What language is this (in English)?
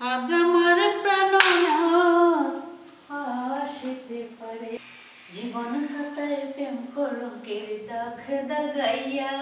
Sylheti